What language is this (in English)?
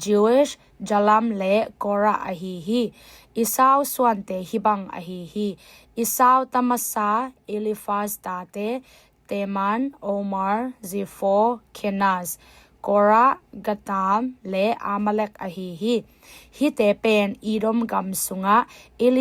Tedim Chin